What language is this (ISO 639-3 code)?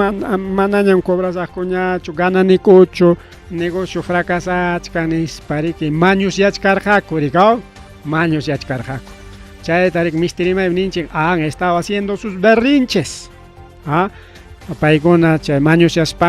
quy